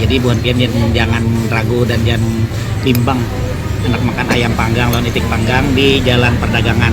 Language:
Banjar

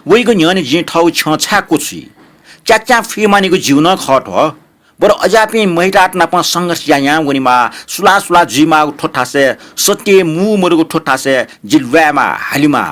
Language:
Newari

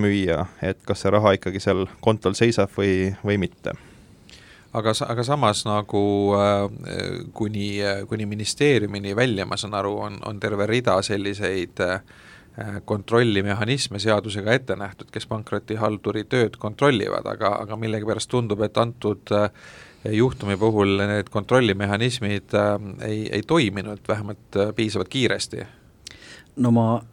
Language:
Estonian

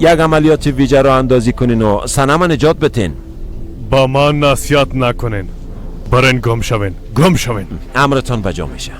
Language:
Persian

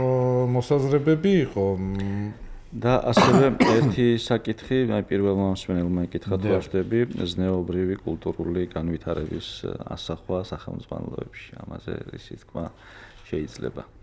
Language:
Georgian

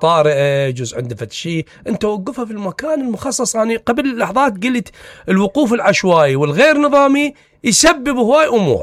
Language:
Mesopotamian Arabic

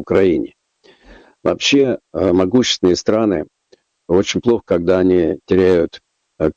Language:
Russian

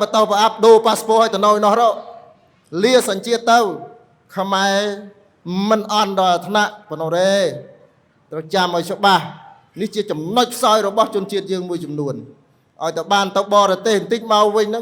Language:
Khmer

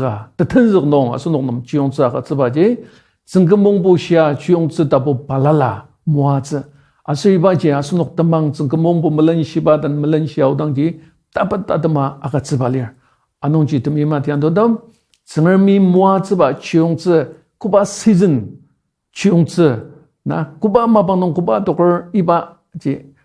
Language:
Ao Naga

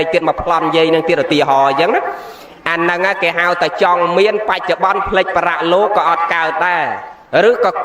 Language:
Khmer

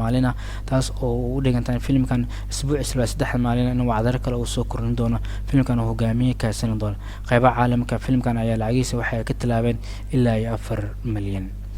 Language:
Somali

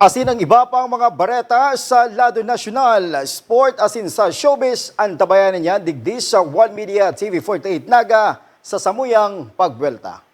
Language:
Bikol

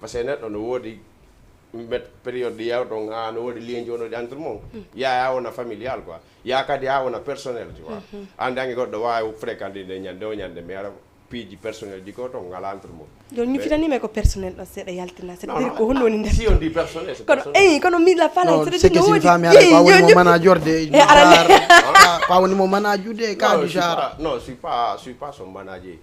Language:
Fula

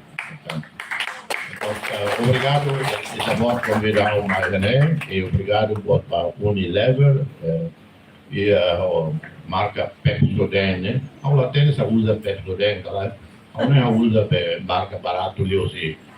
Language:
Tetum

